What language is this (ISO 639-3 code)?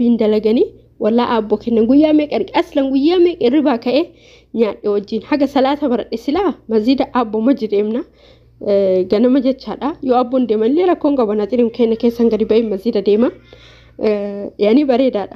orm